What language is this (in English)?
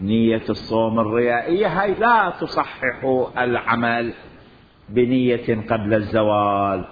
Mesopotamian Arabic